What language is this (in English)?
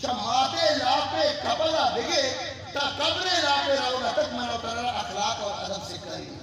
Eastern Balochi